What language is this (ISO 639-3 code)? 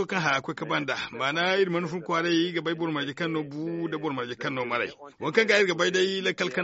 dje